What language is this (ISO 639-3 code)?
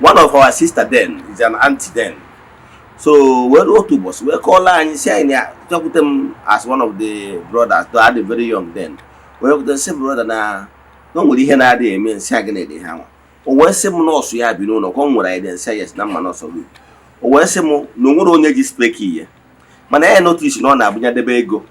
ibo